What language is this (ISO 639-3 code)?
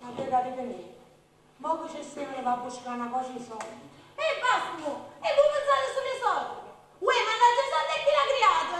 nap